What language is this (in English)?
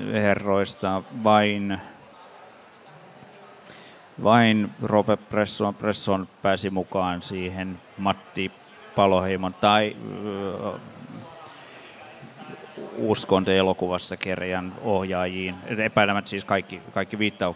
Finnish